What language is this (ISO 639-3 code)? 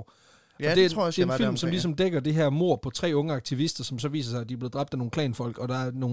dan